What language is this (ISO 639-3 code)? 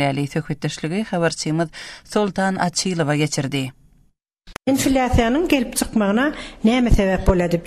tuk